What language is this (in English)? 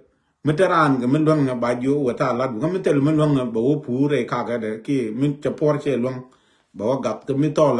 Nuer